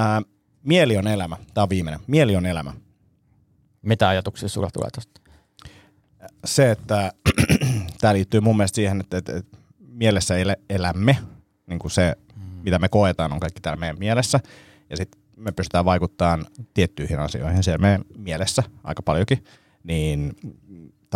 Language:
Finnish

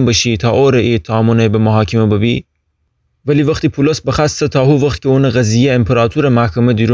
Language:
Gilaki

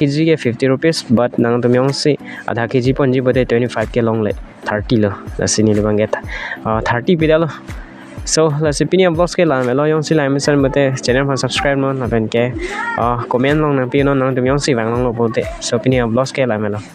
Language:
Karbi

